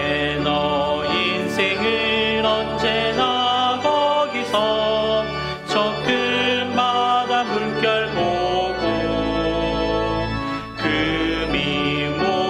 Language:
Korean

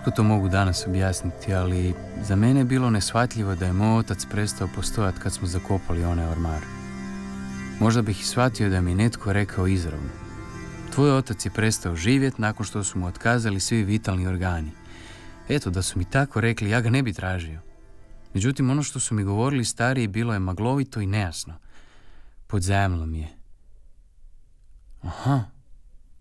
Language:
Croatian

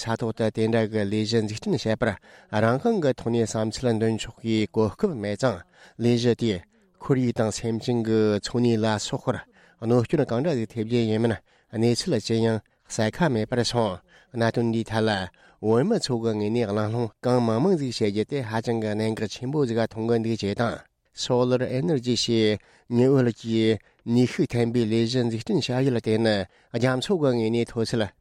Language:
Tibetan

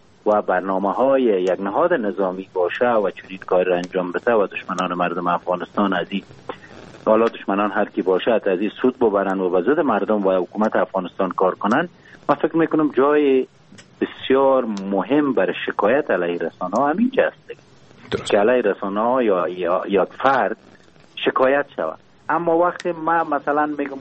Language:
Persian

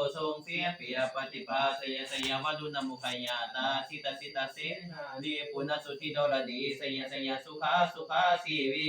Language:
Pali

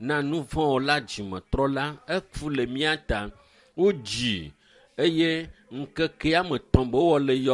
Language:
Ewe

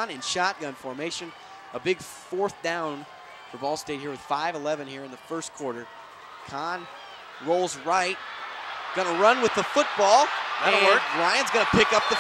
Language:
English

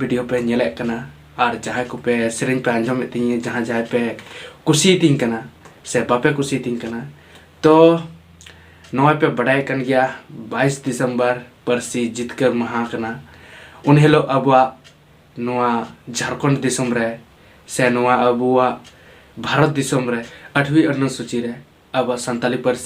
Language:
Santali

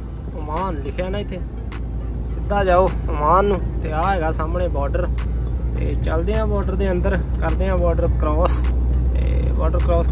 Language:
Punjabi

